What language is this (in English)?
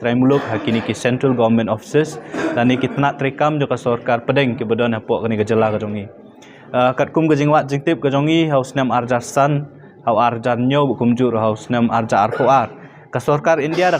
Khasi